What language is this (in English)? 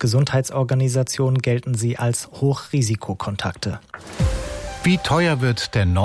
German